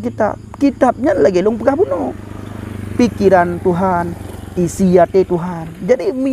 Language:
Achinese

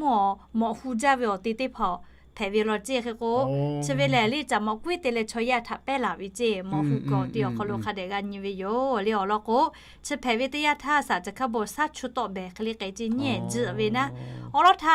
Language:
Lahu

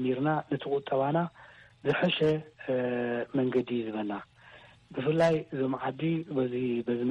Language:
Tigrinya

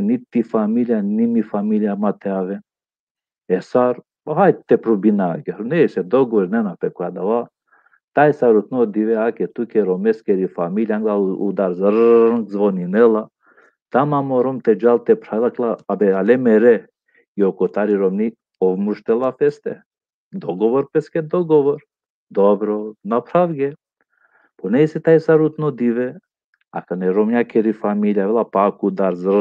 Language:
Balkan Romani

